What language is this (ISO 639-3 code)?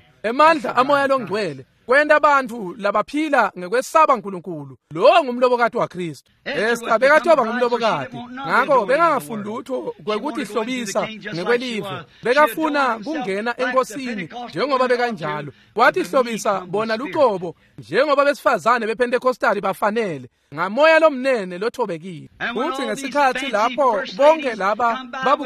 ssw